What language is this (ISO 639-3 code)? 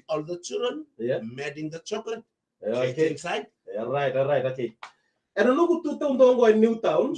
fij